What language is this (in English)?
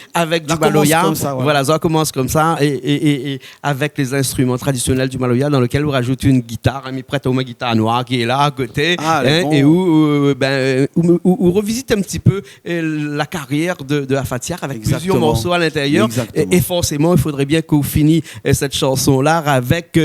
Réunion Creole French